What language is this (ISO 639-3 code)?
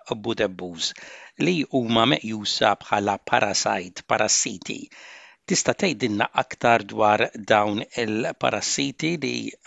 mlt